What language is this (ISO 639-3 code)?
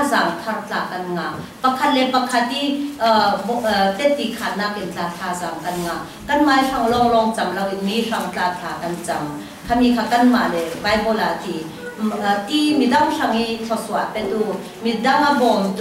cfm